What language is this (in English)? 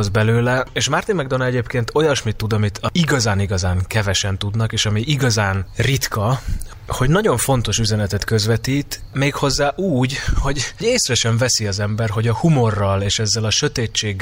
Hungarian